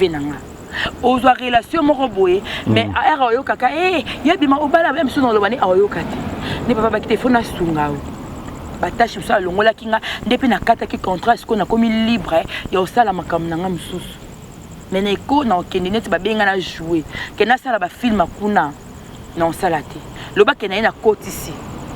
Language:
Lingala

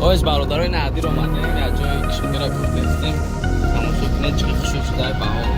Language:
Tajik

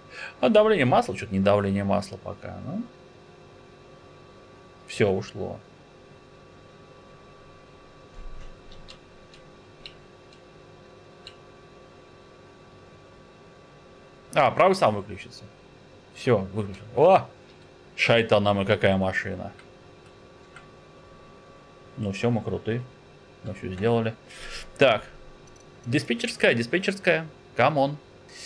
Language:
Russian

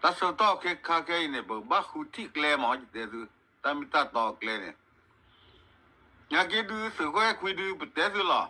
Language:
S'gaw Karen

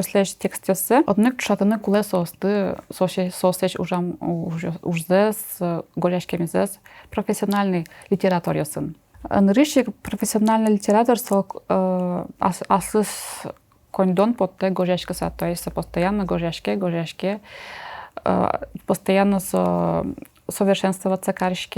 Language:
Udmurt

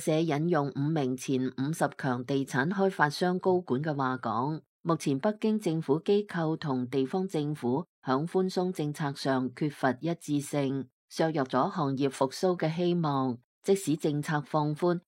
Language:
Cantonese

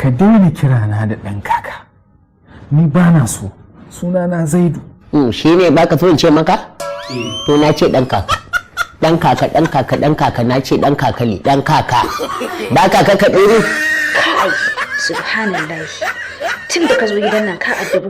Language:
Hausa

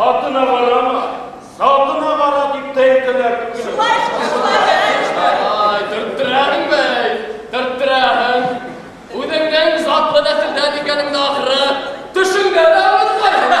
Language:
Bashkir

